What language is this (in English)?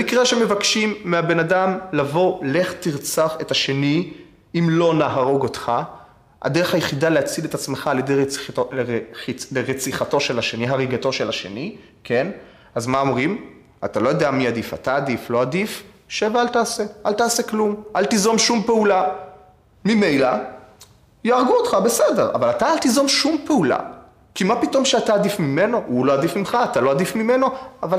Hebrew